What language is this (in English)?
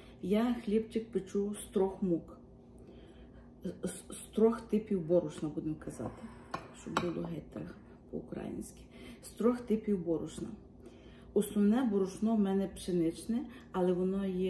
Ukrainian